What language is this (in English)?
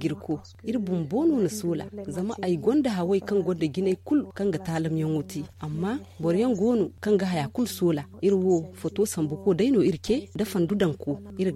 Zarma